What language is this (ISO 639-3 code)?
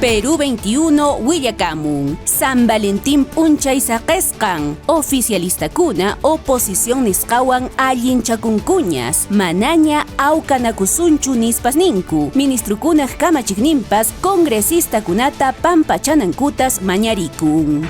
que